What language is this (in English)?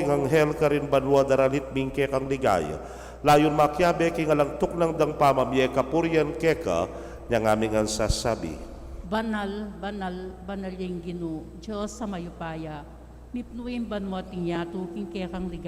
Pampanga